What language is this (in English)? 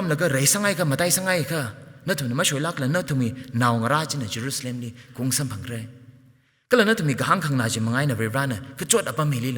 Tangkhul Naga (India)